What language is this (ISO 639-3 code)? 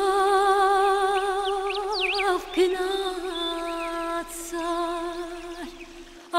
zza